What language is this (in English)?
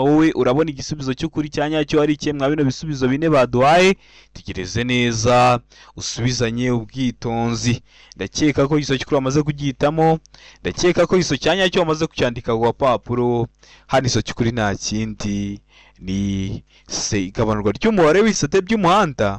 Kinyarwanda